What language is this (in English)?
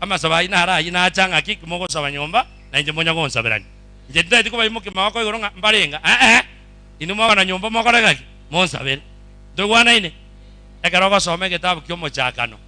Gusii